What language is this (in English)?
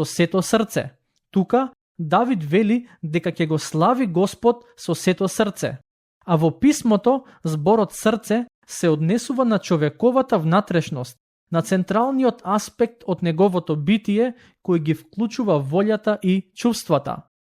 Macedonian